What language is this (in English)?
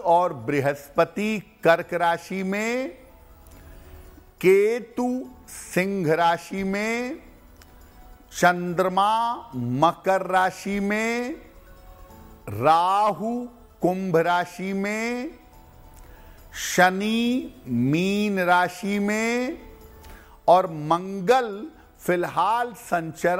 Hindi